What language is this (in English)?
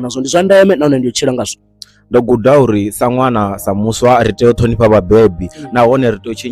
Venda